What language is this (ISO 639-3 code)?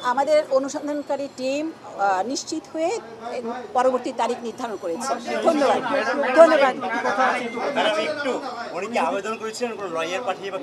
ben